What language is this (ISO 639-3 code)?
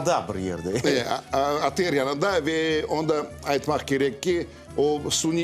crh